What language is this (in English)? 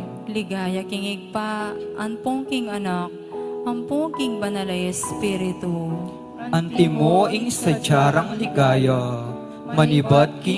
Pampanga